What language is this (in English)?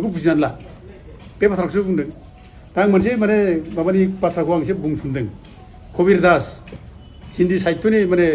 Bodo